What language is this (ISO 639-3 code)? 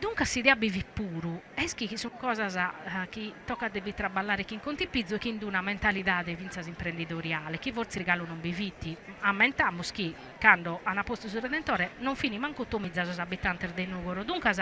srd